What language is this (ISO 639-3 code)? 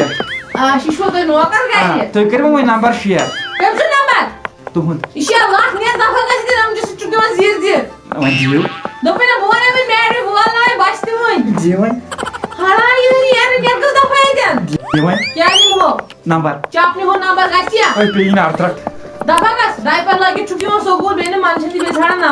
kas